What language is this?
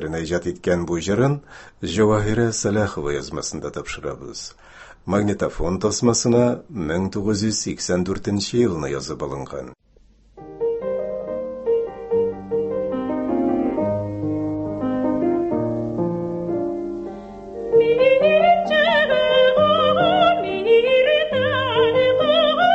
Tatar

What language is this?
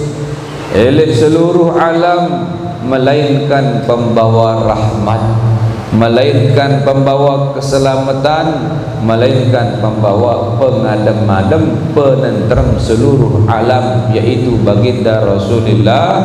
Sasak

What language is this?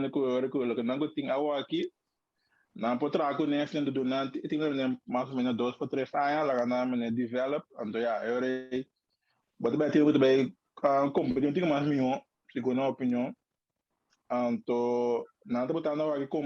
Papiamento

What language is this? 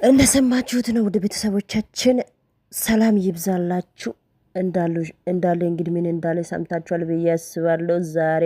Amharic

